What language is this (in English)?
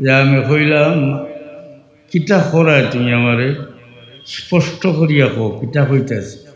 Sylheti